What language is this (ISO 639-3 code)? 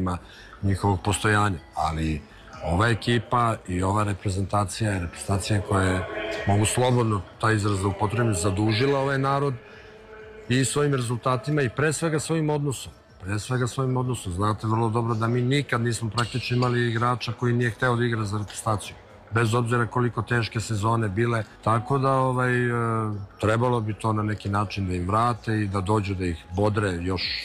srp